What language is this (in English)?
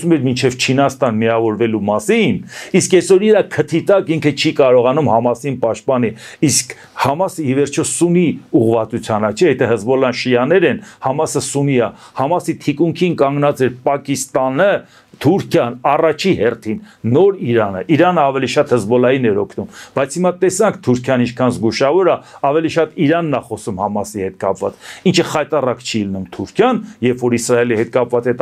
Armenian